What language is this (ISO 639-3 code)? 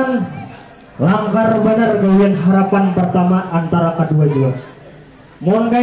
bjn